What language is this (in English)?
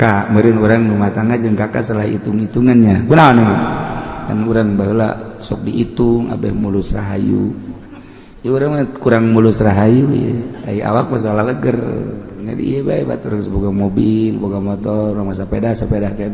Sundanese